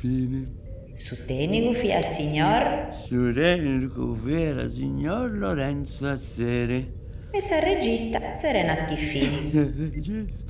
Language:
Sardinian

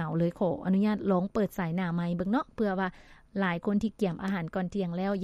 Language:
Lao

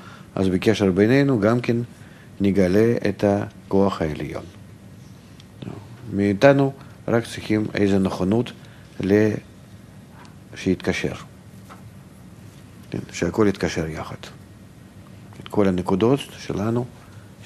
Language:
Hebrew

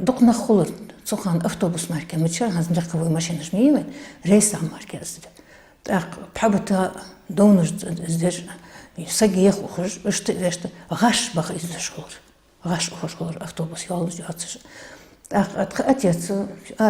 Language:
Ingush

